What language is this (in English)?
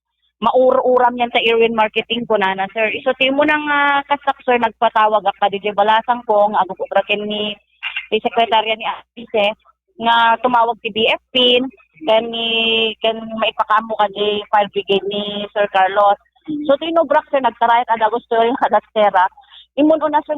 Iloko